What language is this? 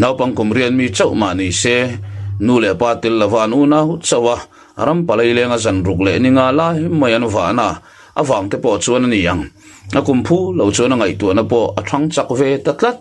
Mizo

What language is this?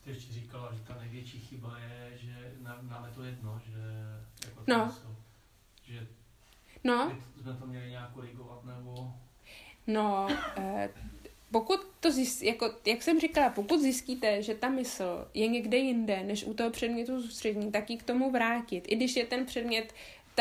Czech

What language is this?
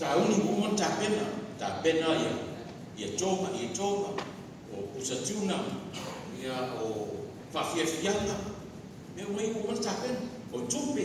Samoan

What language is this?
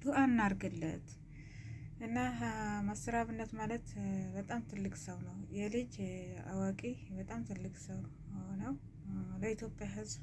Amharic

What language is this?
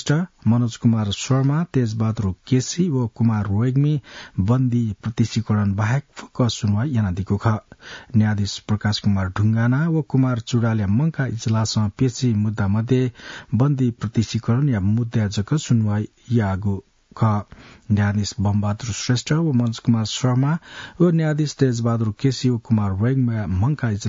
Newari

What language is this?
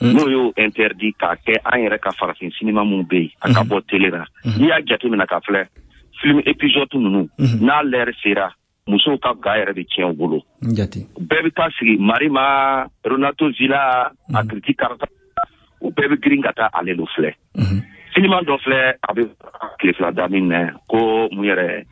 Bambara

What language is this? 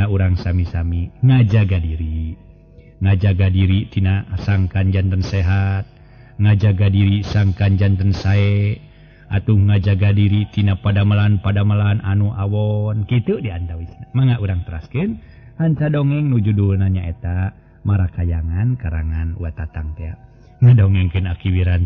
Sundanese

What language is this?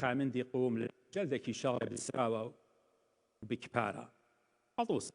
Assyrian Neo-Aramaic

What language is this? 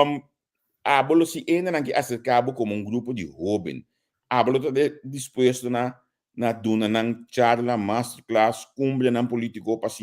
Papiamento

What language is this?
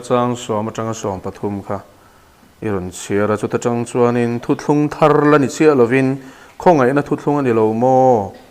Mizo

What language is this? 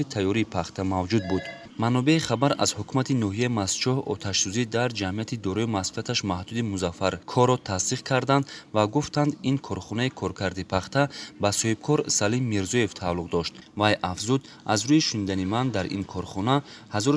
Tajik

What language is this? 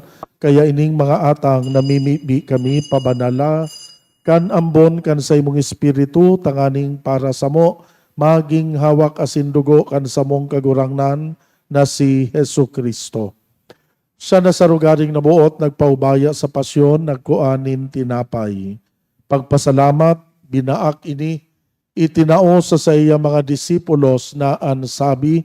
Bikol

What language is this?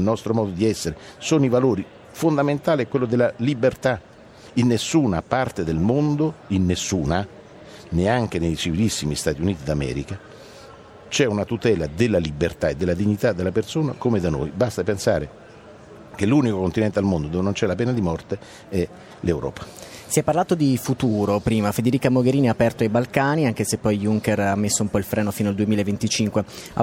Italian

